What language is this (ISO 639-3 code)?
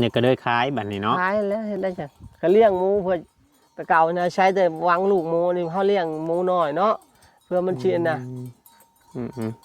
tts